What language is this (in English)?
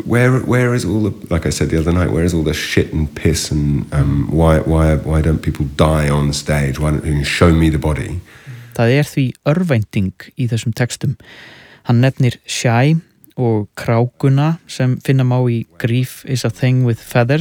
Icelandic